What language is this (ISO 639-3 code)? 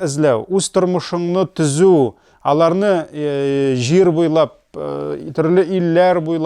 tat